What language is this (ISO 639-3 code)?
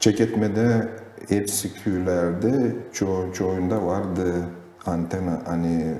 gag